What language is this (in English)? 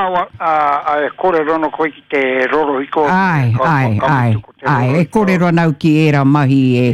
Māori